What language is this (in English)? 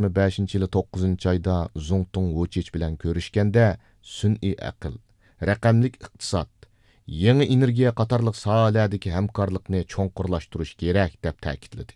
Uyghur